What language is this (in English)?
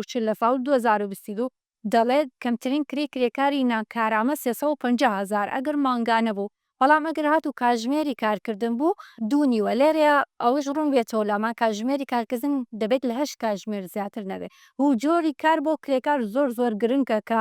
Central Kurdish